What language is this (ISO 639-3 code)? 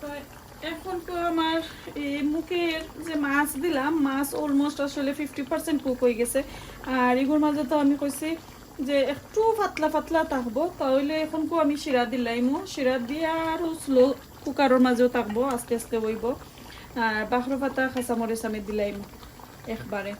syl